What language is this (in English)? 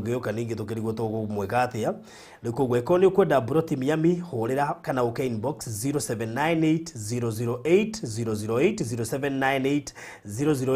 Kikuyu